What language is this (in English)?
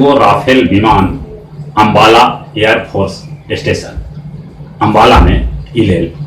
Magahi